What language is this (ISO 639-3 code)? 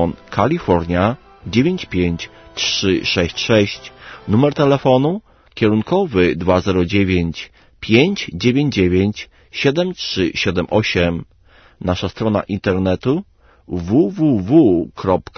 pol